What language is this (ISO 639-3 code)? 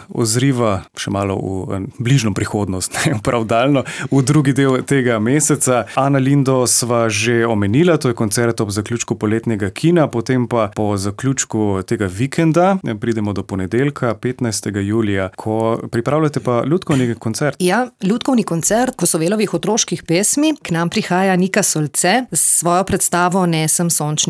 slv